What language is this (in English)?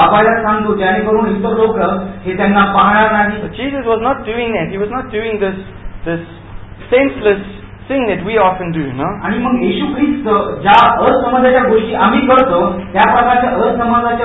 Marathi